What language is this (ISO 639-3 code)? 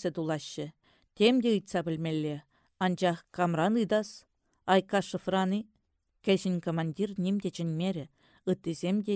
chv